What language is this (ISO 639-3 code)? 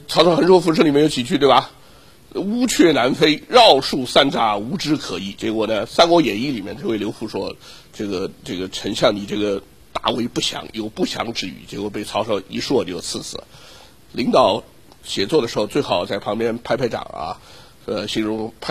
zho